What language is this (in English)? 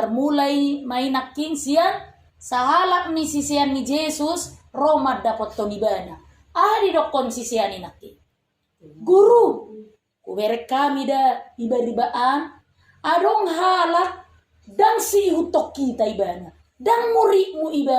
Batak Toba